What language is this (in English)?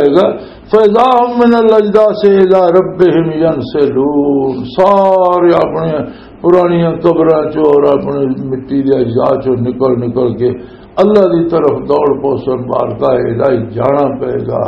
Western Panjabi